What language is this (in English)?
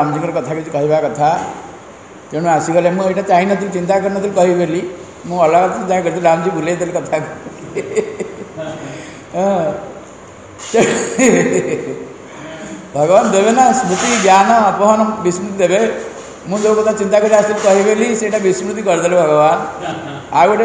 Odia